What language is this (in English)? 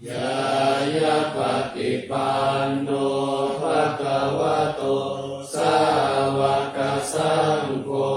Pali